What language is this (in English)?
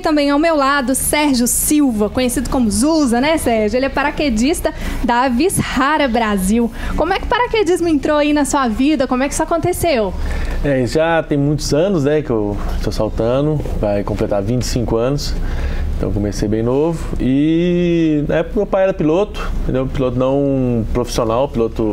Portuguese